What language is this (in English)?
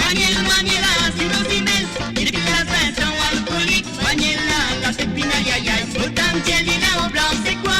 Morisyen